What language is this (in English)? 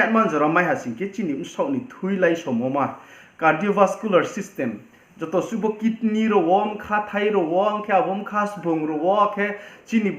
Riang (India)